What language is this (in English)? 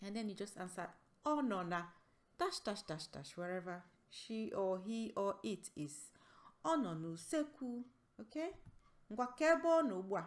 Igbo